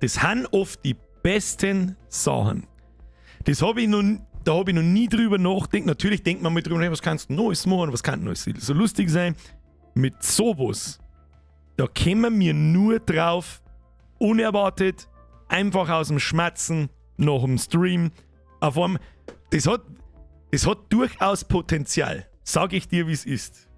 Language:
Bavarian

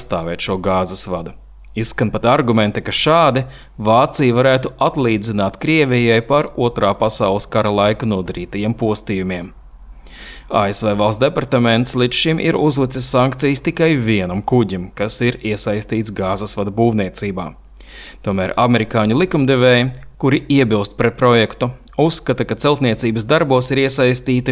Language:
Latvian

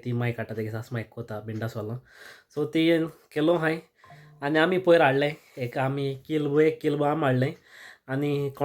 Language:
Konkani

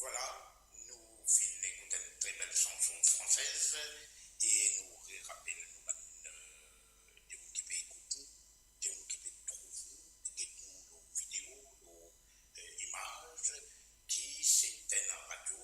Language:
Morisyen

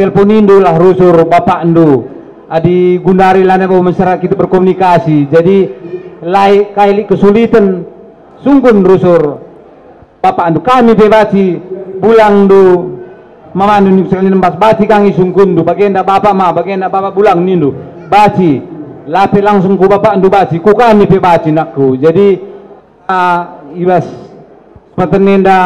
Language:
Batak Karo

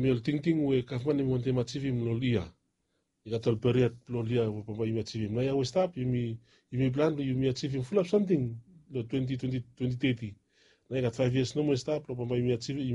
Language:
Bislama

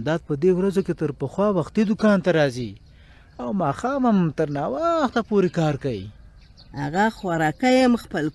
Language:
Pashto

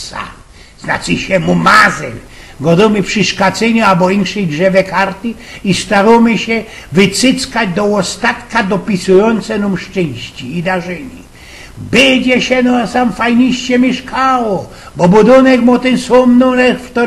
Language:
Silesian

